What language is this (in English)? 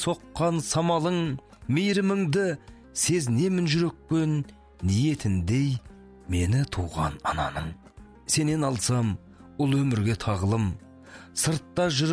Kazakh